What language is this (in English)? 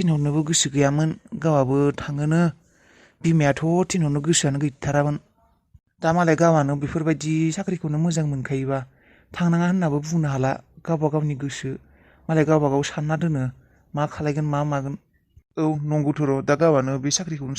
Bodo